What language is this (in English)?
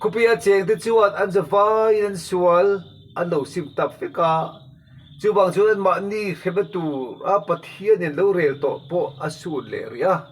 Mizo